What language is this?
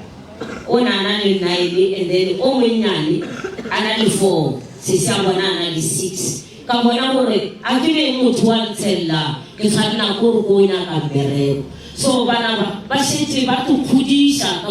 Northern Sotho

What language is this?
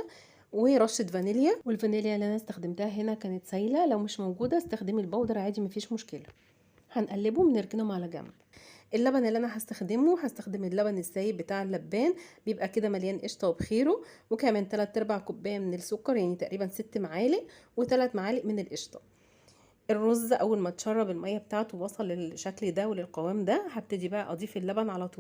Egyptian Arabic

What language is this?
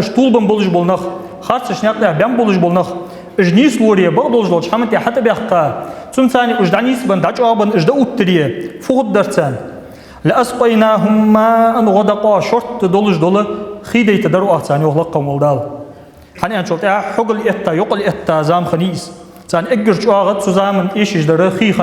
Ingush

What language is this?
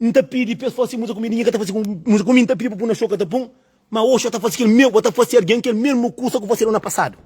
Kabuverdianu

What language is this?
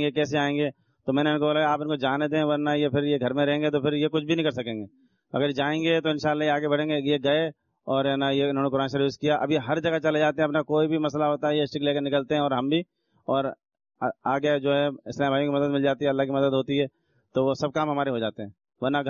Urdu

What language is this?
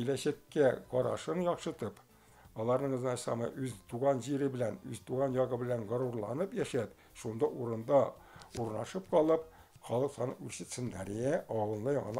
Tatar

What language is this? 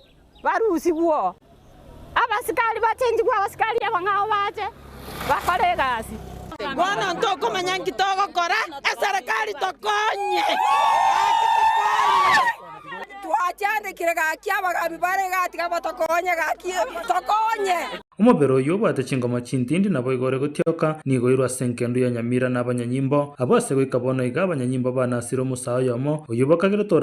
Gusii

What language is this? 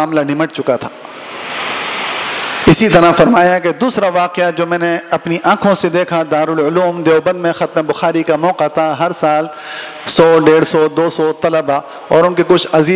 Urdu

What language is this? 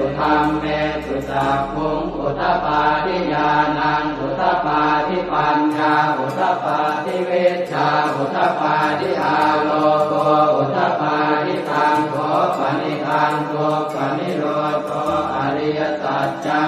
Pali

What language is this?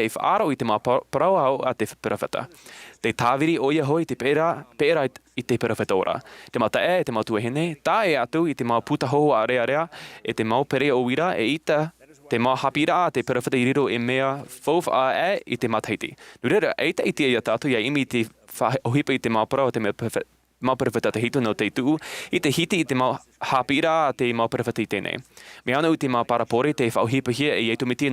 Tahitian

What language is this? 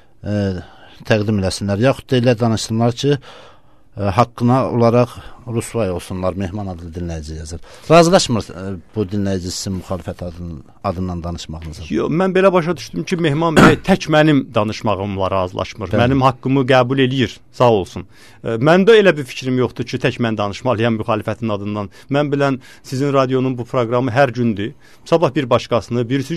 Azerbaijani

